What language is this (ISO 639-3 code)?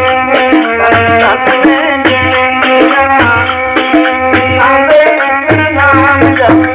pan